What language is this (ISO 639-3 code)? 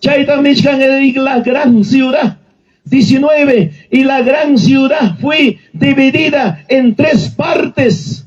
quy